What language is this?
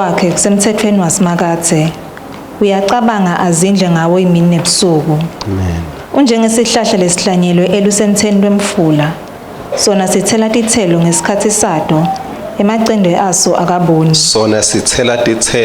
Swati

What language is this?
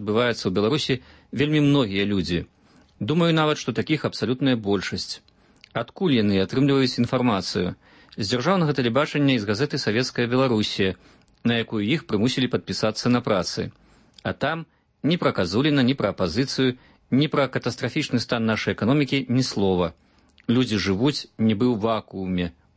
Belarusian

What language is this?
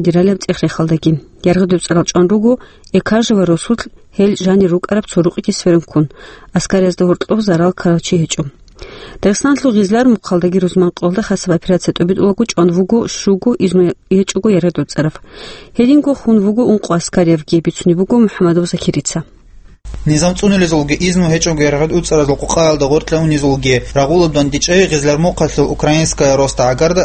Avaric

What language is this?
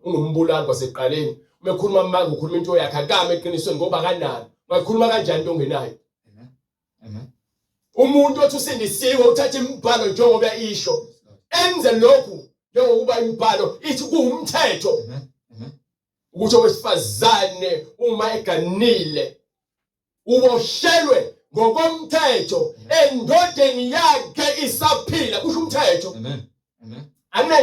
Zulu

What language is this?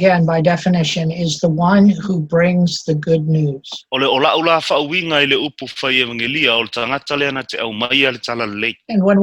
Samoan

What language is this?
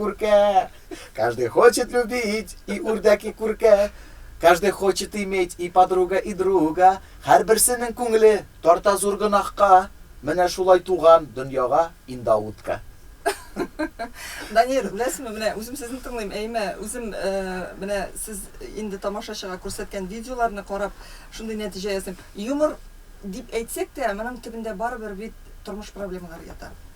Tatar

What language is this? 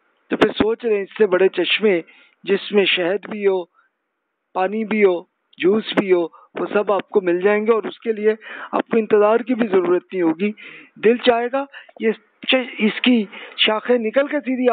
Urdu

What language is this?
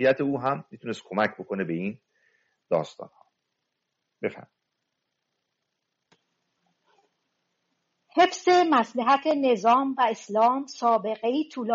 Persian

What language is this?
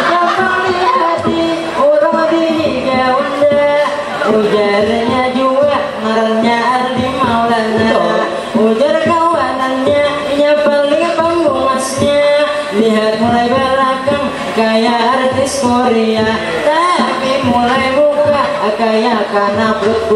Banjar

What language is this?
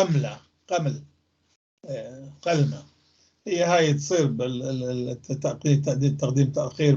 North Levantine Arabic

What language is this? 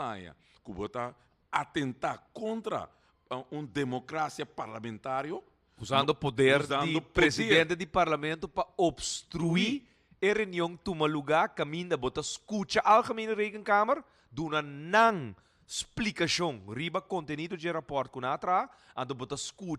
Papiamento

